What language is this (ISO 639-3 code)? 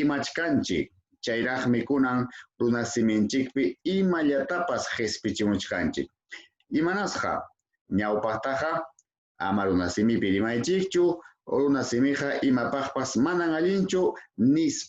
quy